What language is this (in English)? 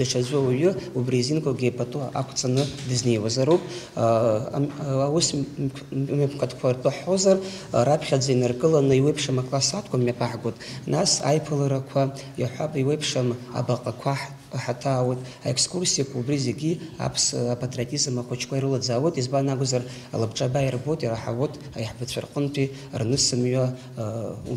Abkhazian